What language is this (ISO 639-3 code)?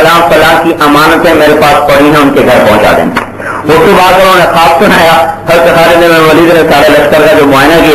urd